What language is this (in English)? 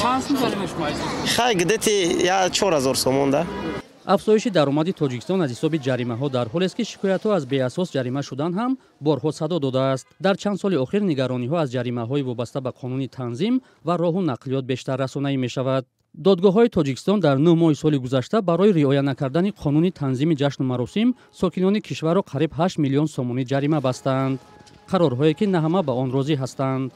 Tajik